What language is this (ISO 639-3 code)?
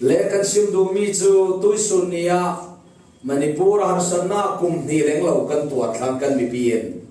cfm